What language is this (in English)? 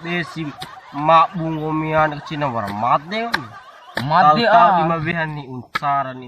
Bima